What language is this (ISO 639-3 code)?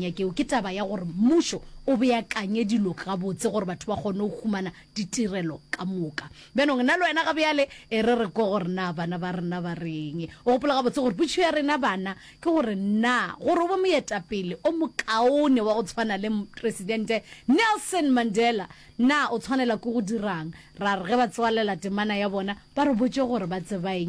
nso